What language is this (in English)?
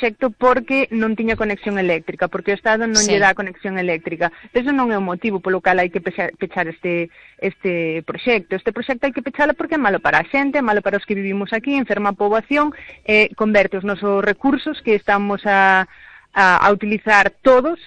Galician